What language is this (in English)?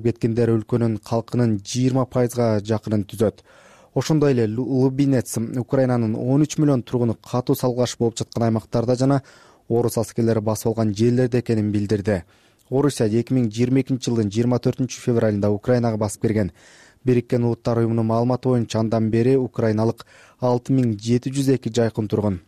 Kyrgyz